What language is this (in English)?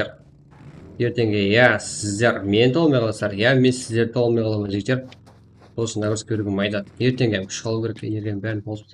Kara-Kalpak